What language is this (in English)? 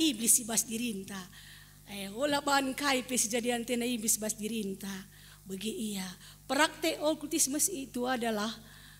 Batak Karo